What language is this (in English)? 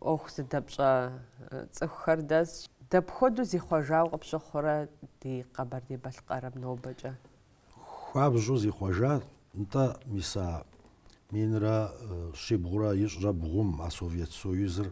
Kabardian